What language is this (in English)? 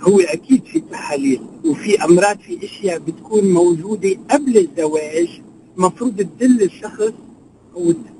North Levantine Arabic